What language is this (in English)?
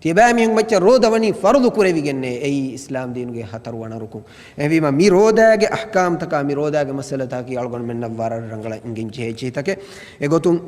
Divehi